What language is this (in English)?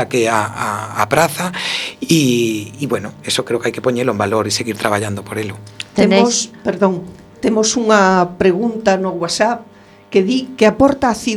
Galician